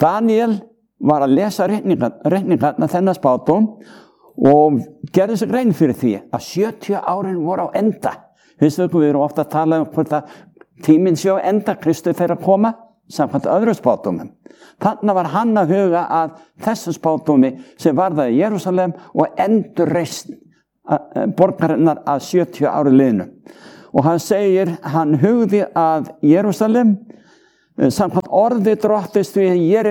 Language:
Icelandic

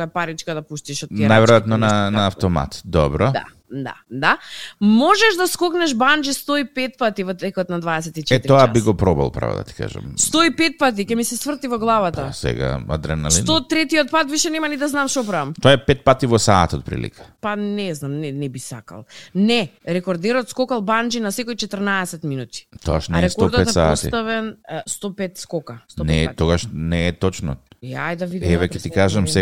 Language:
Macedonian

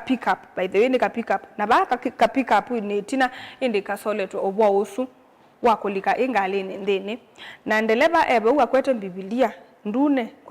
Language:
Kamba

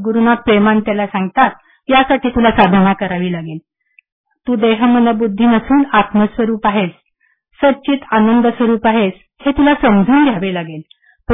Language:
Marathi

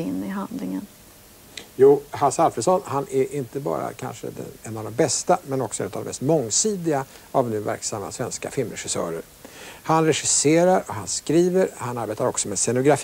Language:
Swedish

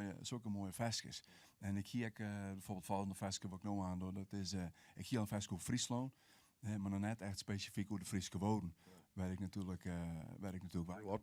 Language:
Western Frisian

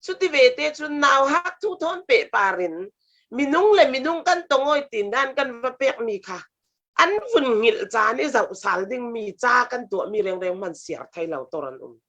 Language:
Falam Chin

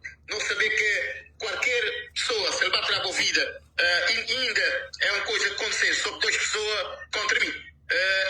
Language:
Kabuverdianu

